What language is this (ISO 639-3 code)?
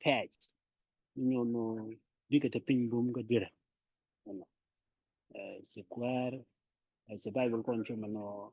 nus